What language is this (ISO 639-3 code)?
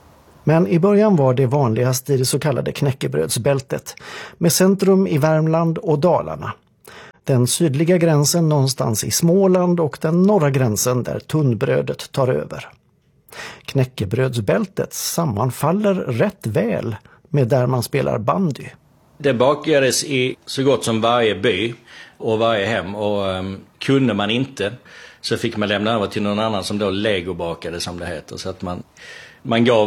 swe